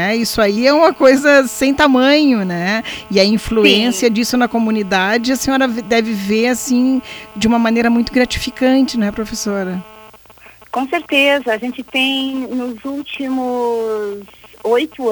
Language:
Portuguese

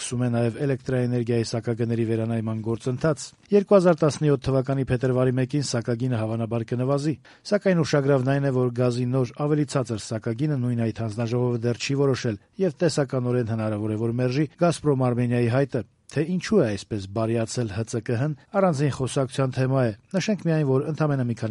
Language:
Armenian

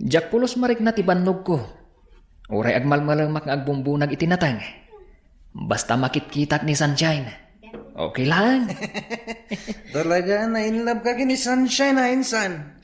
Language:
Iloko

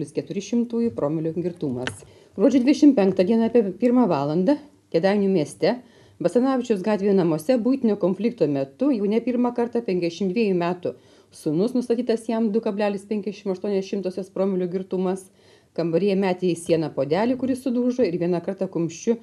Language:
Lithuanian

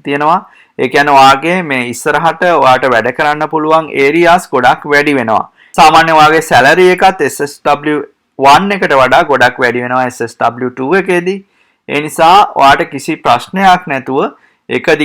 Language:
Sinhala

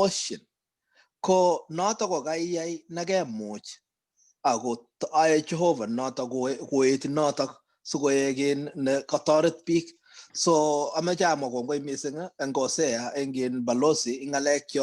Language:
Kalenjin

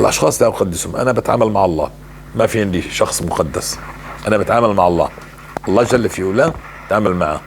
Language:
North Levantine Arabic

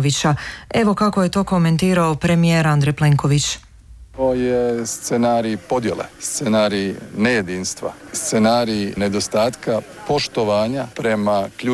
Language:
Croatian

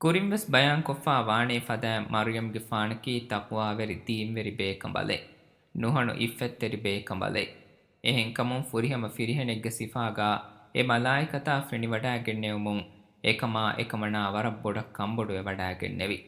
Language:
Divehi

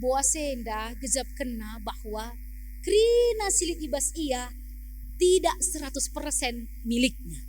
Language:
Batak Karo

